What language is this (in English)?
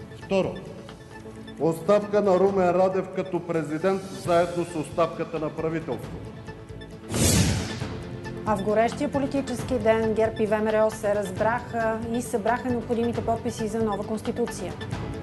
Bulgarian